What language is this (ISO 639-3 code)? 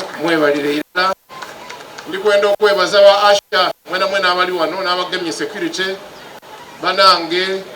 xog